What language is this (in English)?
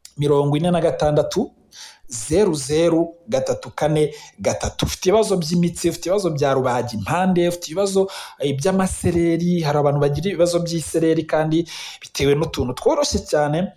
Kinyarwanda